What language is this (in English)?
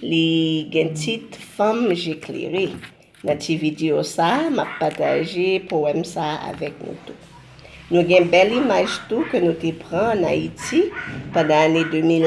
Haitian Creole